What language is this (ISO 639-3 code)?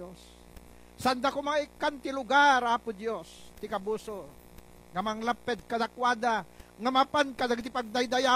ilo